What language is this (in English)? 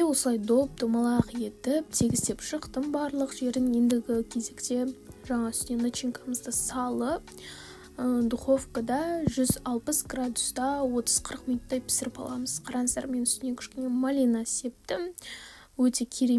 Kazakh